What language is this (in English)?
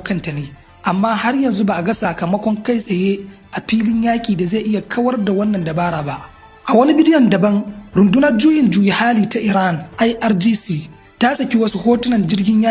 Hausa